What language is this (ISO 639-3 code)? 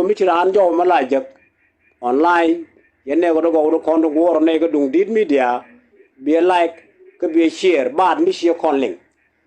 nus